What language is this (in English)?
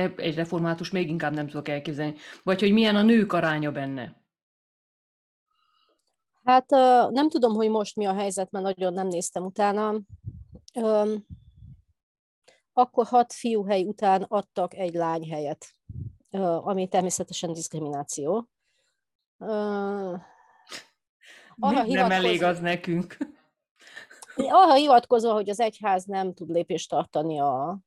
Hungarian